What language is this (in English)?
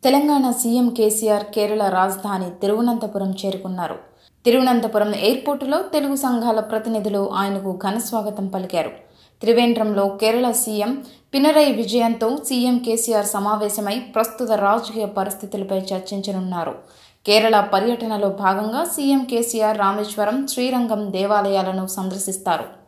Telugu